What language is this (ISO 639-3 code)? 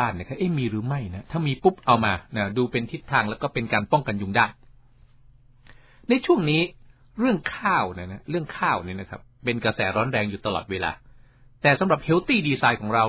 tha